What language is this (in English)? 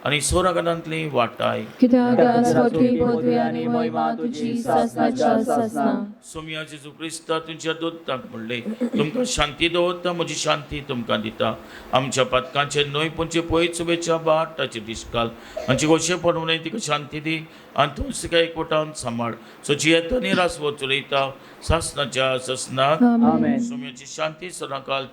Konkani